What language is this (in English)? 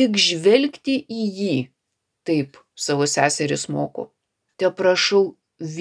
Lithuanian